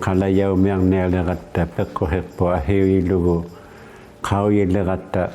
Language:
Inuktitut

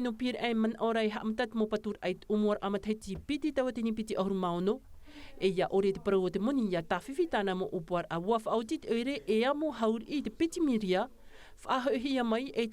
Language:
Tahitian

